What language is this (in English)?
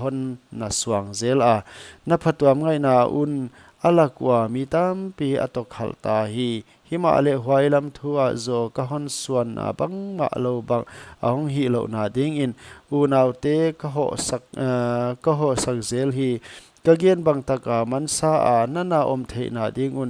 Paite Chin